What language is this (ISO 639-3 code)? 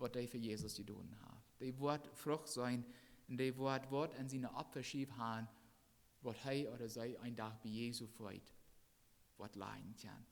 pdt